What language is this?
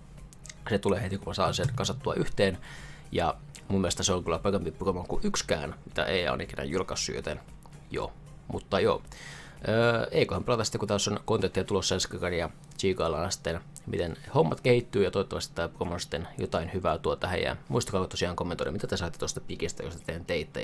Finnish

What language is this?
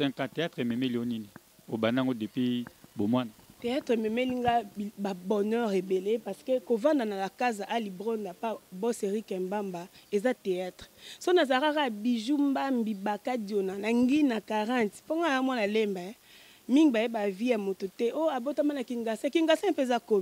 Lingala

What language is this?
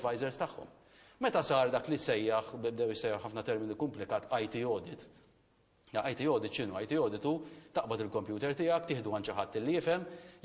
Maltese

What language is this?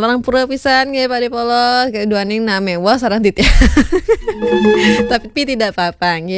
Balinese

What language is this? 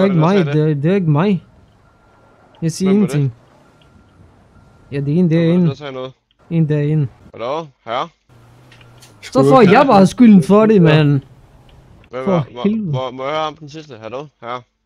Danish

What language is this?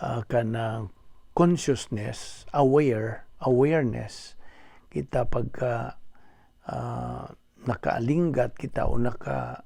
Cebuano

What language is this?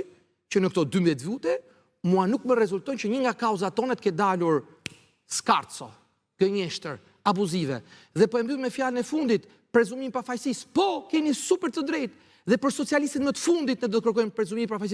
Albanian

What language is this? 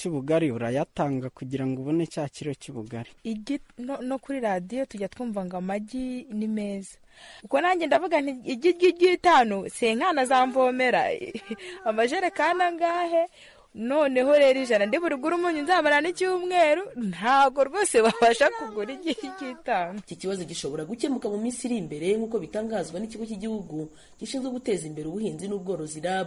Kinyarwanda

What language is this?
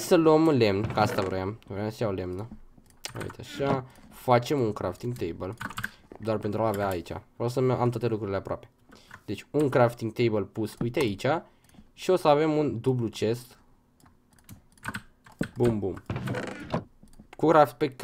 Romanian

